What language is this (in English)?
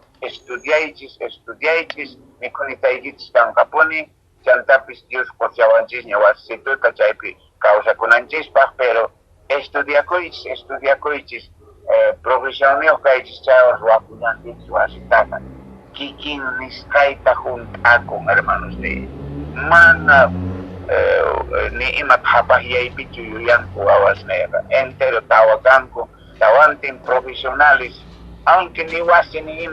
Quechua